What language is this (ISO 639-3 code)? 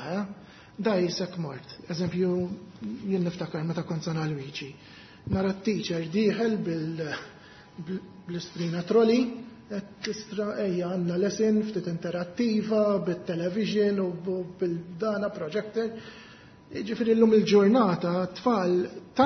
mlt